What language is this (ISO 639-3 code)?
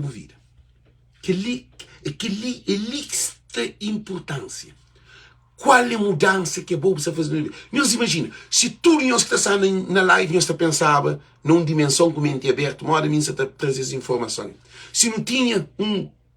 kea